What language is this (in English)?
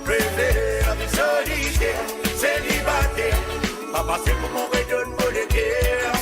Morisyen